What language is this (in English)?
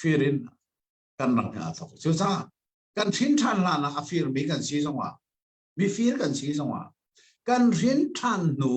Hakha Chin